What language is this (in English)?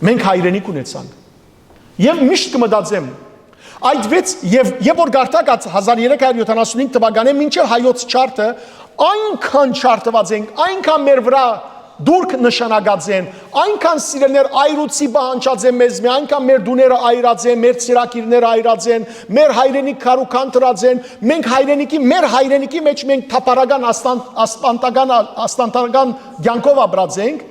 Western Armenian